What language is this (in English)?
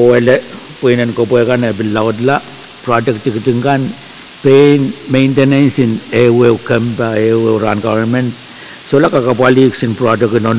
Pohnpeian